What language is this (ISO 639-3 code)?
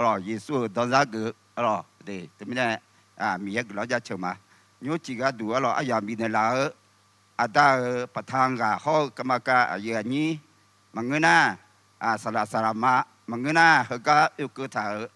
ahk